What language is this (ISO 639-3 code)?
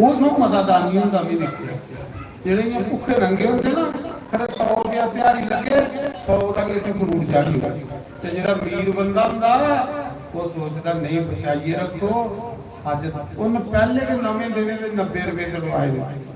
doi